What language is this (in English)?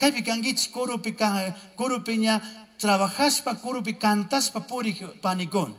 Chimborazo Highland Quichua